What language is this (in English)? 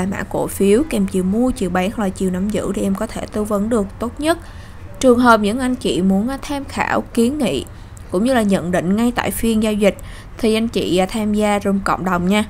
Vietnamese